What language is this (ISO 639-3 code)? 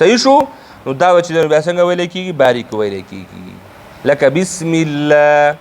pus